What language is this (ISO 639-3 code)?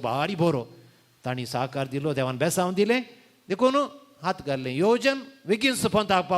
kok